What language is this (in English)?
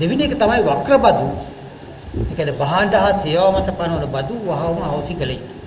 Sinhala